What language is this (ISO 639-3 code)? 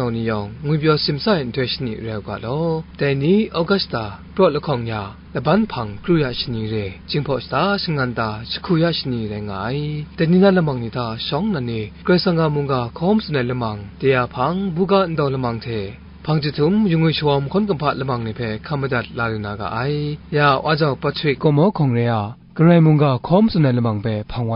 kac